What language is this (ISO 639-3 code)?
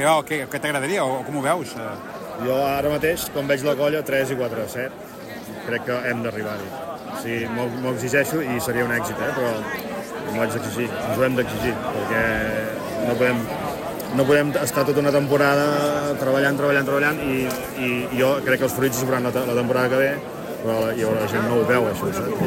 cat